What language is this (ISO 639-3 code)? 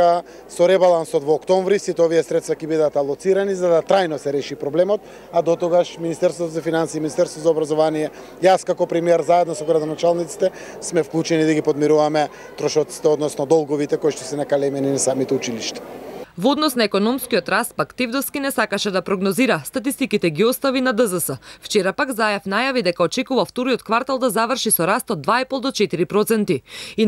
mkd